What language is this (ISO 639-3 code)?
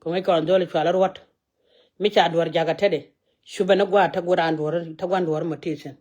nus